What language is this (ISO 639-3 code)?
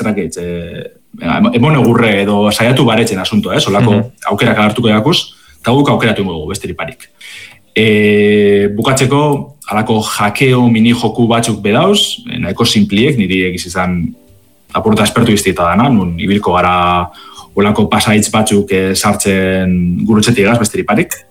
eus